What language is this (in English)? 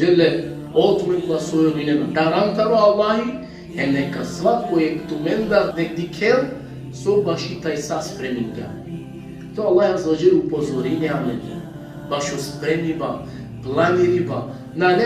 Balkan Romani